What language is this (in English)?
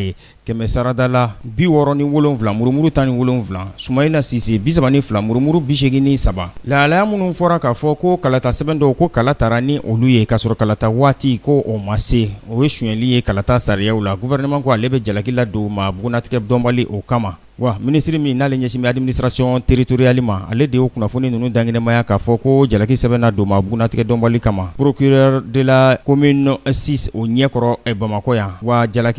Bambara